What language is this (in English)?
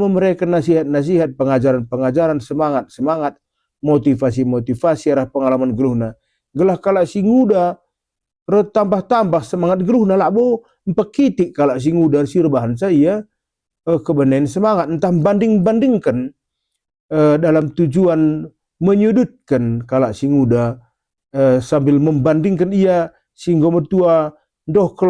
Batak Karo